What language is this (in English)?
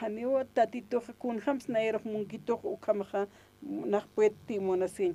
Aymara